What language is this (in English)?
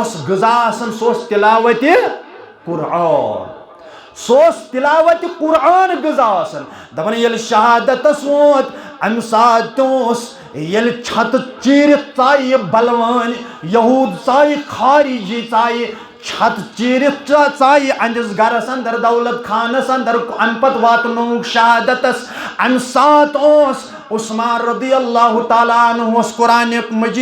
Kashmiri